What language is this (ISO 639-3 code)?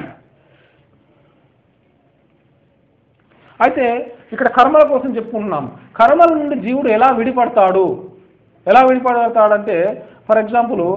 tel